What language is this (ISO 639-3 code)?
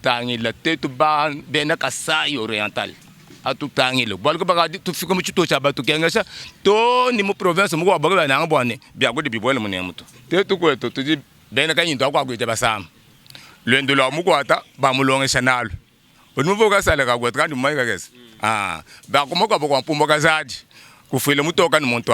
lua